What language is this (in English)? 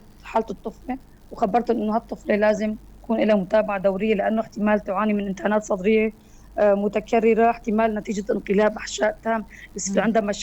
North Levantine Arabic